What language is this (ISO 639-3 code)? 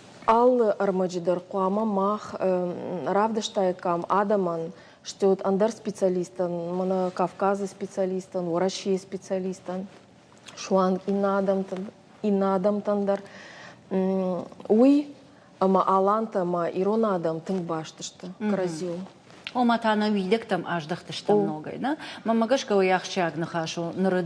oss